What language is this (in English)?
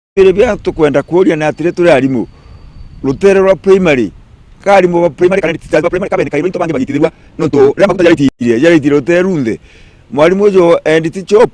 Meru